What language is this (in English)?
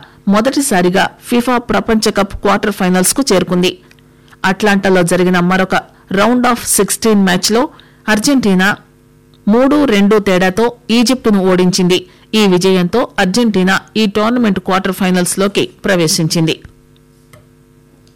Telugu